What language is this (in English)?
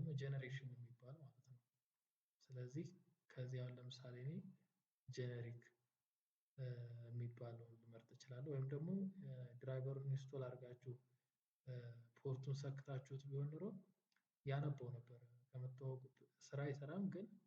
Amharic